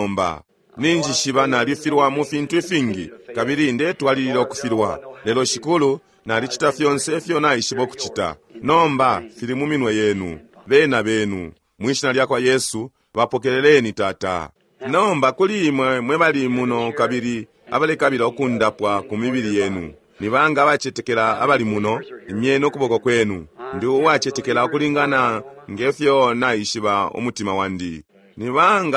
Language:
Bemba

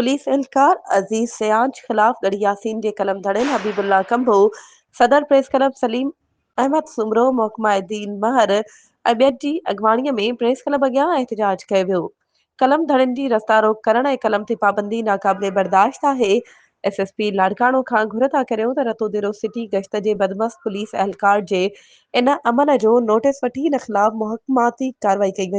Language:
Sindhi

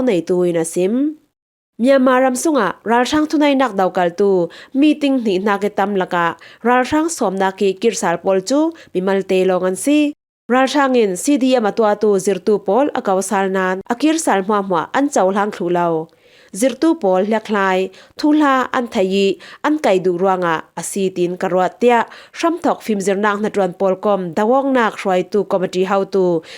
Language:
Falam Chin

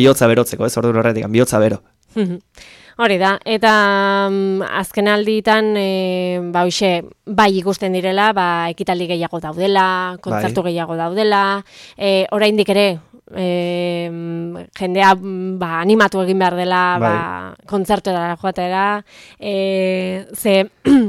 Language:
Basque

